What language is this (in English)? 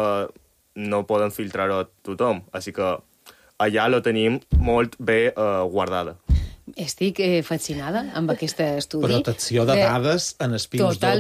Catalan